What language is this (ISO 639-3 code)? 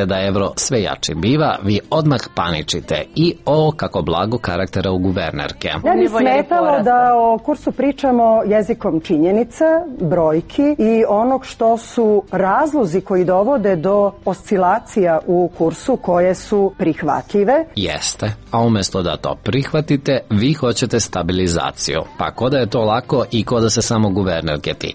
srp